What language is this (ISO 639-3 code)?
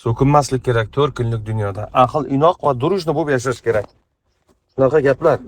uzb